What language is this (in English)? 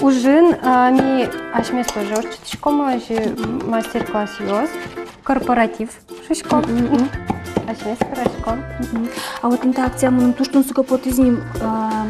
Udmurt